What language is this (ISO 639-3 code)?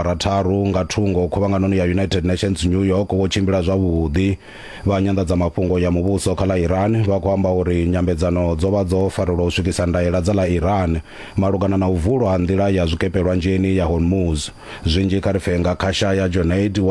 ven